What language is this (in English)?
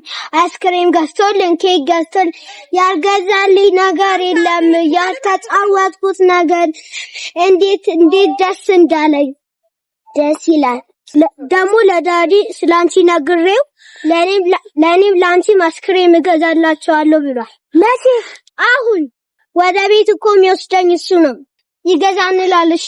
Amharic